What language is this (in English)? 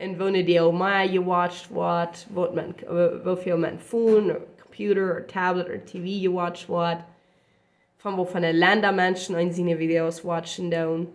Plautdietsch